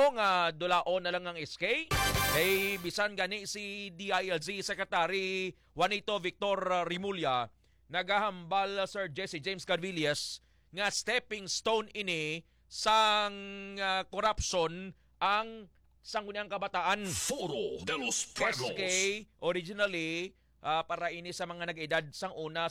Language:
Hiligaynon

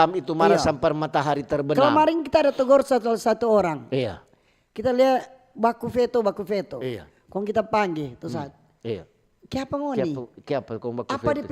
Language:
Manado Malay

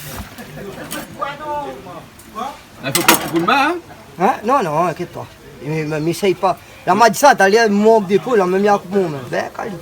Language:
Réunion Creole French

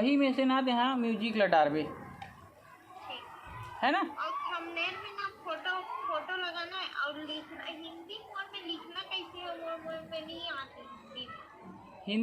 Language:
Chhattisgarhi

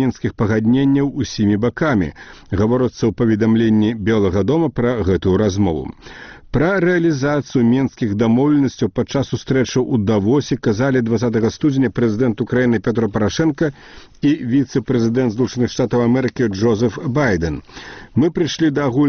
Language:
Belarusian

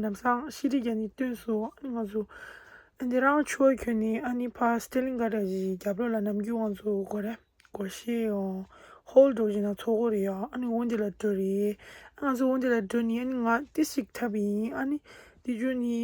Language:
Tibetan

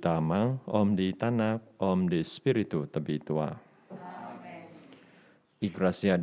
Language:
Central Dusun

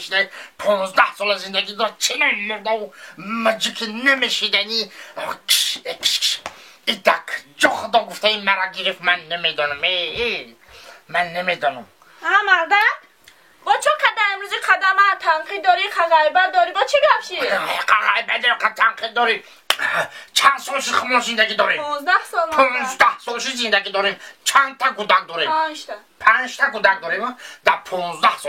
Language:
Tajik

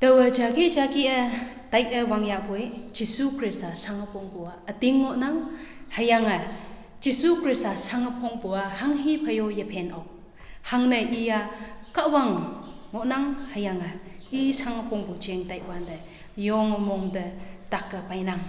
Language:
Konyak Naga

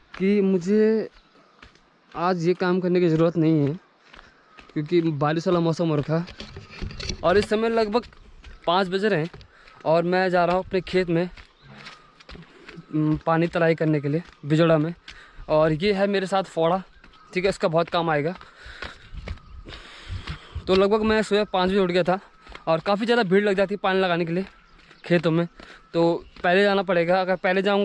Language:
Hindi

